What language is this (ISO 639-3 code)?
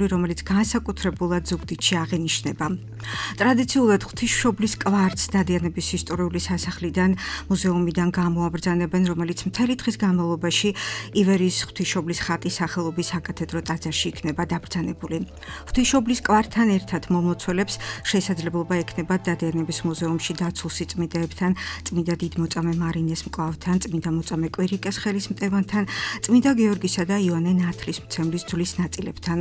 kat